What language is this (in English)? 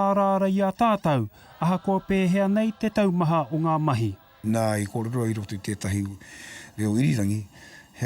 Māori